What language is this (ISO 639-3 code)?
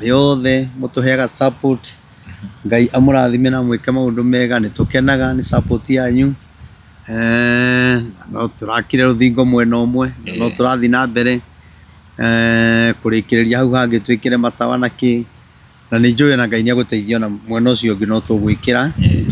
kik